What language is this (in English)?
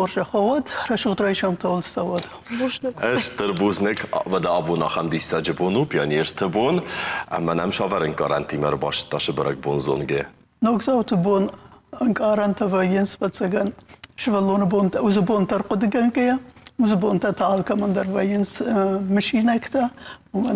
Ossetic